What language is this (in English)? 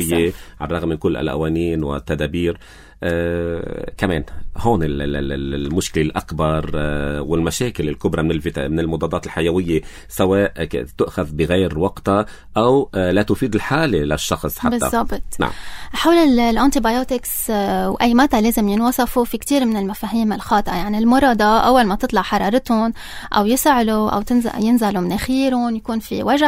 North Levantine Arabic